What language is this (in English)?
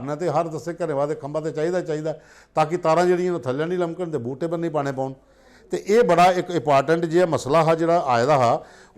Dogri